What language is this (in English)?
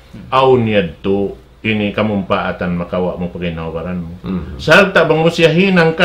Tausug